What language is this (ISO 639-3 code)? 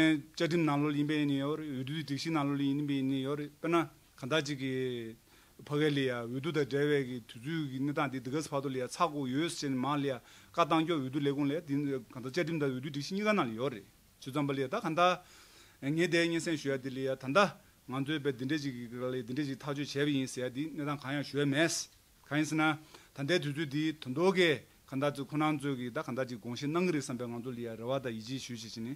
bod